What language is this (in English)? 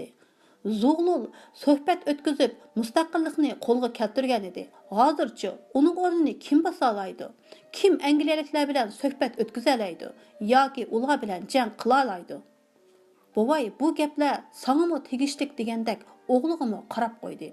Uyghur